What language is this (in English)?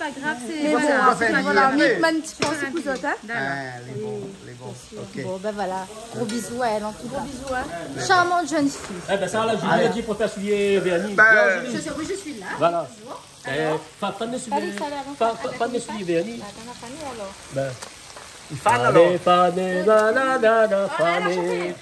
Réunion Creole French